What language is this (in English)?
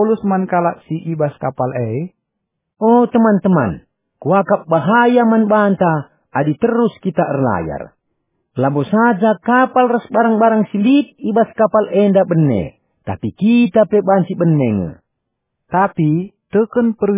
Batak Karo